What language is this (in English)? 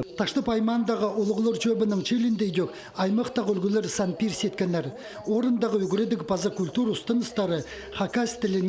Khakas